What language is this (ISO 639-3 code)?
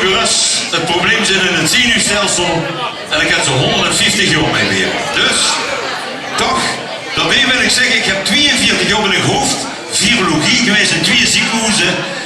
lim